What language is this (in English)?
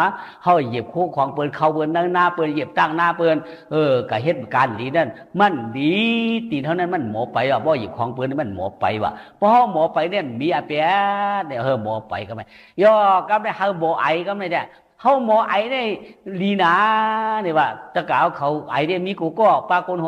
Shan